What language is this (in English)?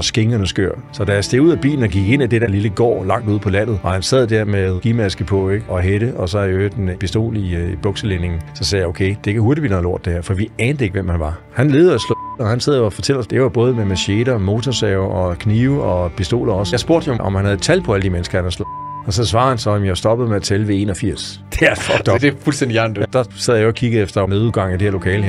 Danish